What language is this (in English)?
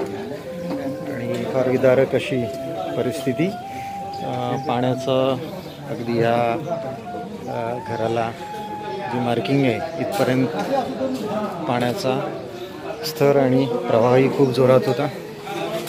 Marathi